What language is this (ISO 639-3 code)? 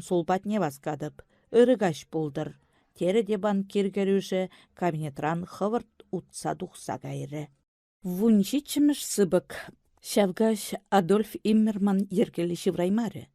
chv